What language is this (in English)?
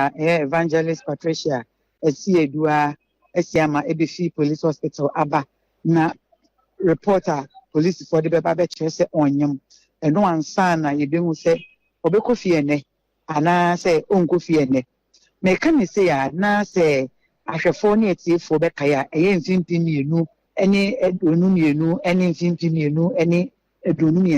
Akan